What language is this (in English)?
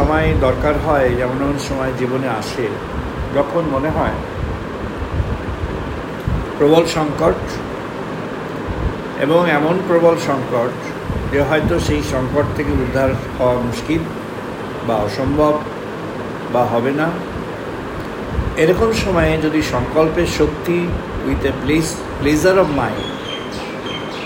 Bangla